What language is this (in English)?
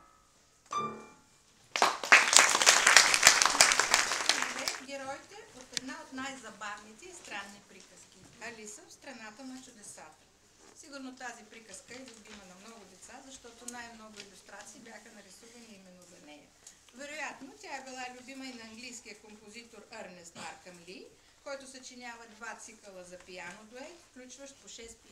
Bulgarian